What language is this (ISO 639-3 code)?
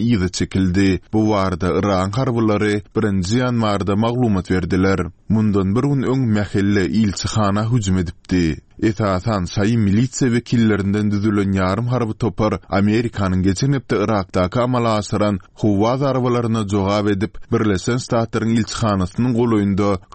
tuk